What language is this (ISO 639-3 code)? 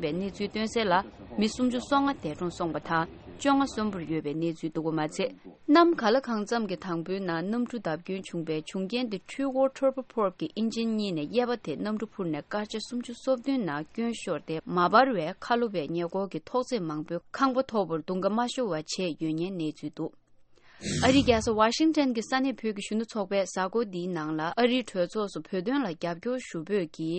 bod